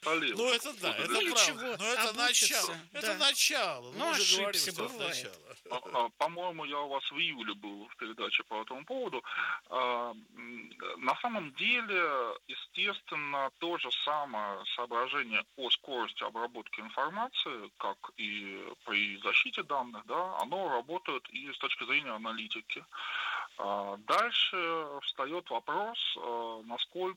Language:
Russian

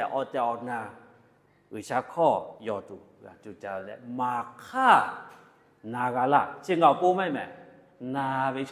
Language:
Lahu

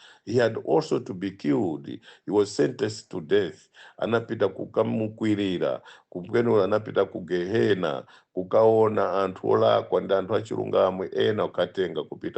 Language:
Nyanja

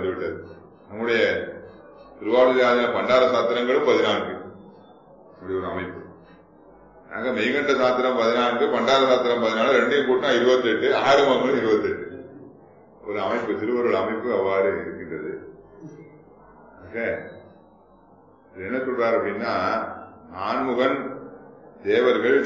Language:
Tamil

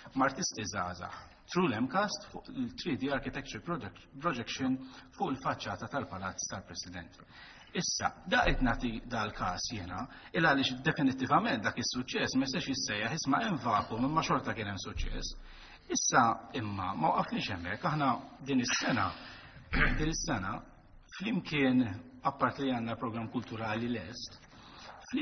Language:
Maltese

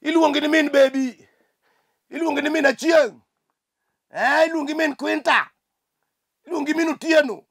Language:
Luo (Kenya and Tanzania)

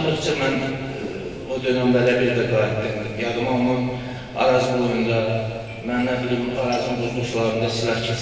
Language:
Azerbaijani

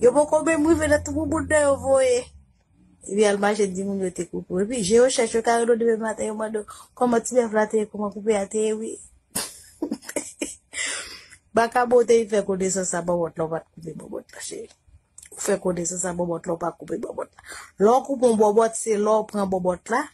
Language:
Haitian Creole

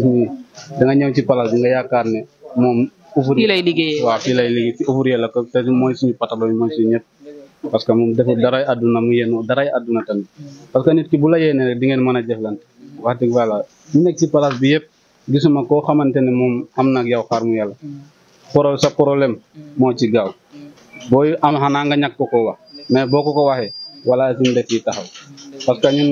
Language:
Wolof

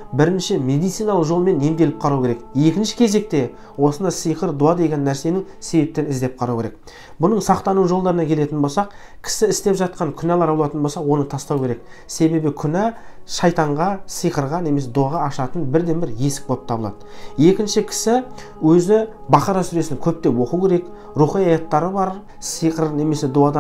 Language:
Kazakh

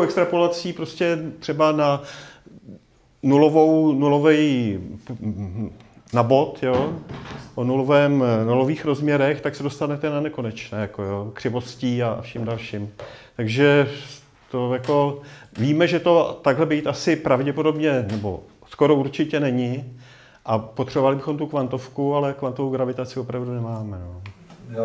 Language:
Czech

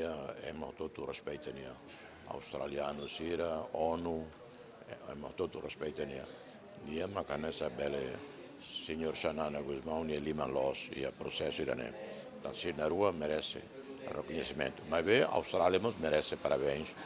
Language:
Tetum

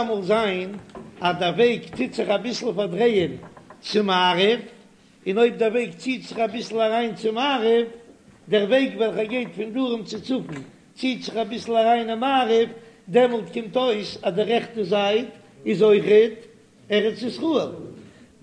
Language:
Yiddish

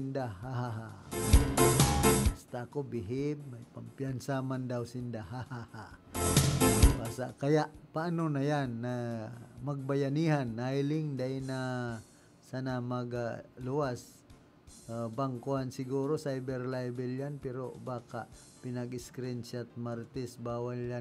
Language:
Bikol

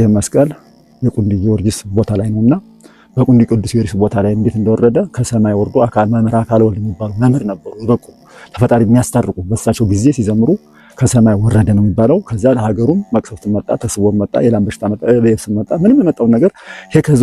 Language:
Amharic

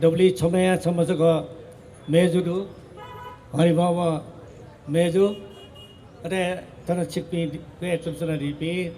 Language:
Newari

